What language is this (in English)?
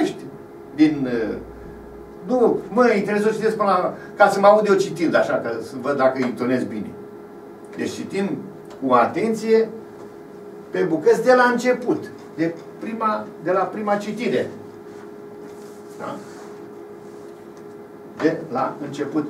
Romanian